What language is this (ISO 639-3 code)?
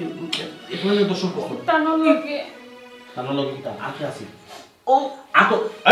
syl